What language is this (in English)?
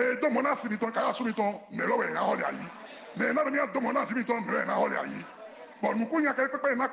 Fon